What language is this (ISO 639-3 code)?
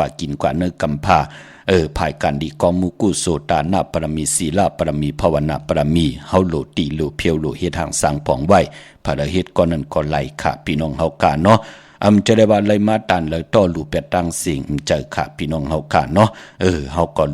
shn